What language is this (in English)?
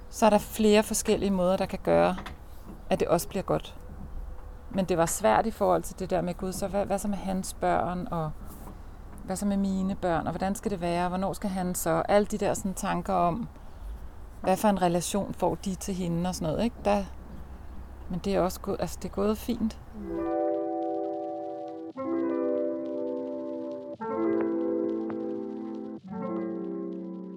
Danish